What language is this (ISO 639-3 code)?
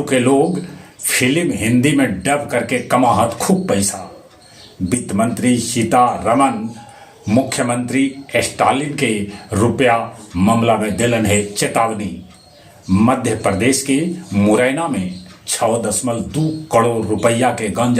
mag